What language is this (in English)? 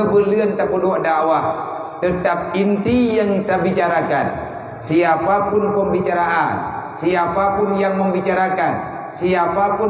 Achinese